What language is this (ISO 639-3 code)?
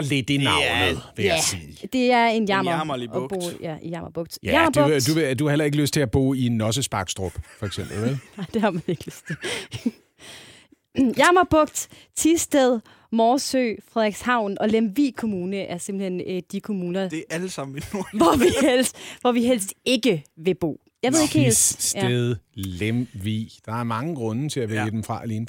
dan